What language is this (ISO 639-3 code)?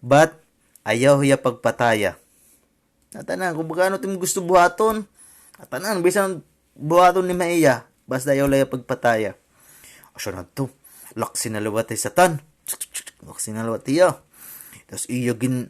war